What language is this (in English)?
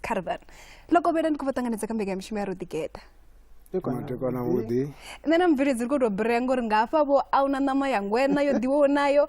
Venda